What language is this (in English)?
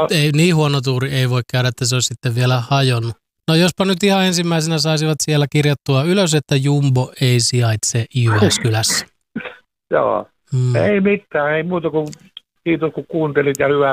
Finnish